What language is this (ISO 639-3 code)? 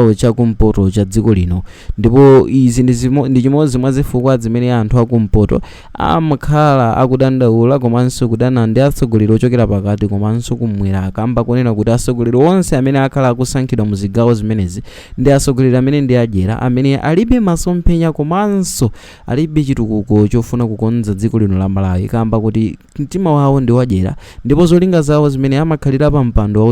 nya